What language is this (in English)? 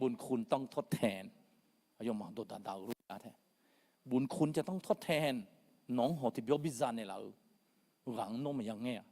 Akha